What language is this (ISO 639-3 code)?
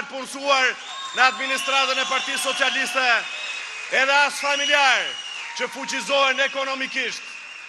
sqi